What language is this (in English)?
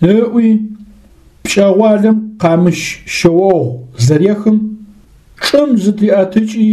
Adyghe